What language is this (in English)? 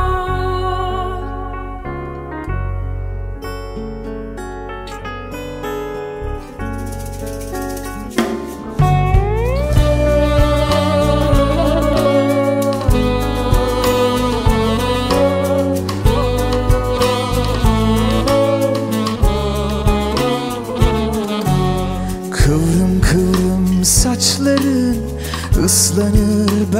Turkish